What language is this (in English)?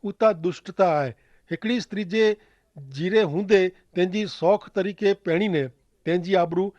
Kachhi